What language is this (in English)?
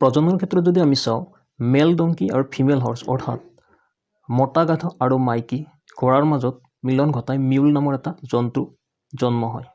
Assamese